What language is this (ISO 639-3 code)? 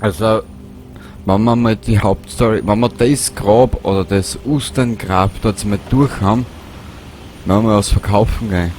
bar